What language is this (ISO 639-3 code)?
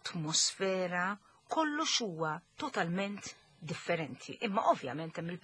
mlt